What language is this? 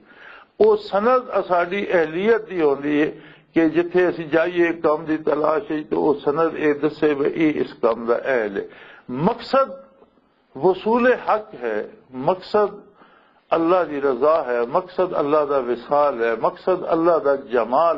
Western Panjabi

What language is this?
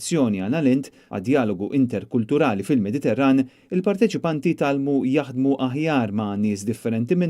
Maltese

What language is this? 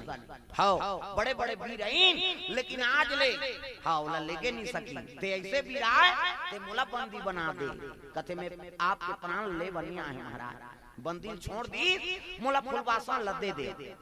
Chhattisgarhi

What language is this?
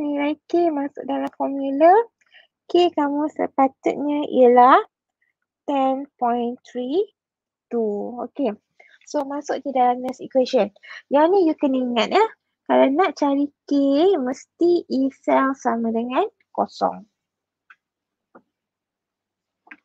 Malay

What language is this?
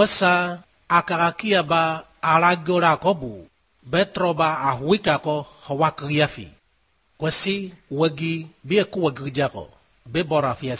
Basque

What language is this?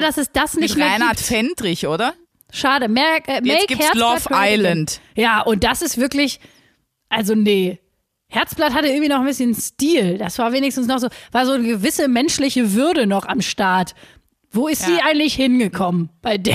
German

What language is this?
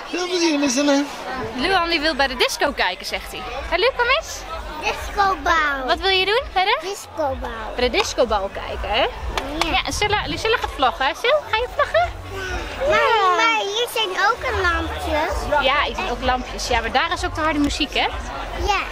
Dutch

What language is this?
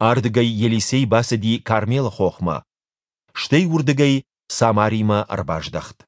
Ossetic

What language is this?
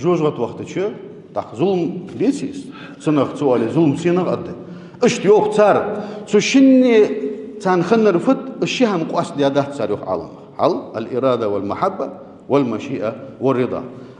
Ingush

